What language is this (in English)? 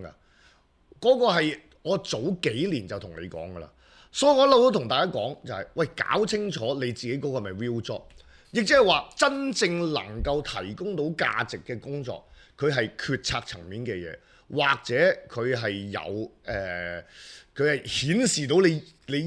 Cantonese